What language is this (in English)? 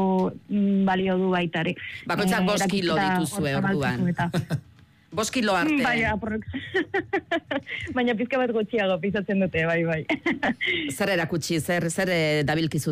Basque